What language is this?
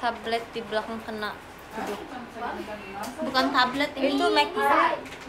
Indonesian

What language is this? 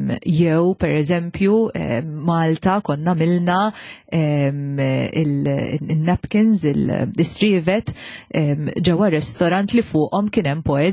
Maltese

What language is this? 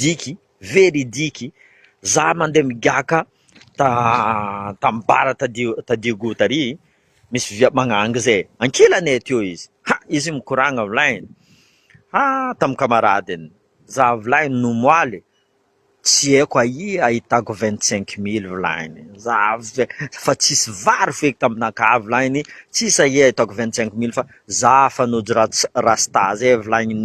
Malagasy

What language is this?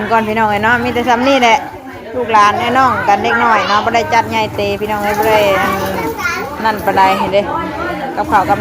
Northeastern Thai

